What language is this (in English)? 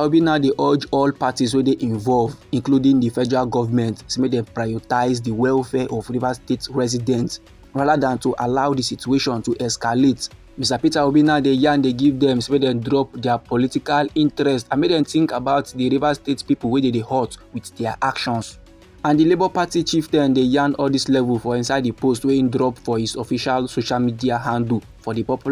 Nigerian Pidgin